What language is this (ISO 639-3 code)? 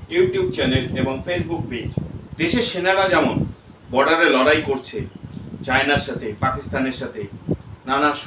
ben